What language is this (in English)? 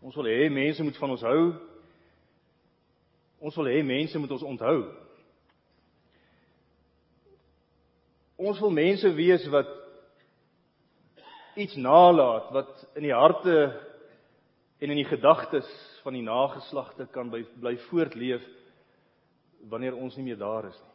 Afrikaans